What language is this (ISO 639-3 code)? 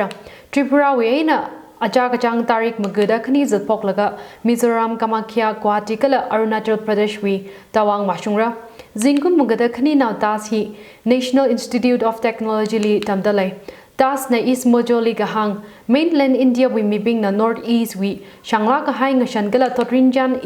nmf